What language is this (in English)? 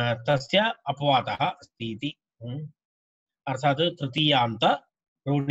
Sanskrit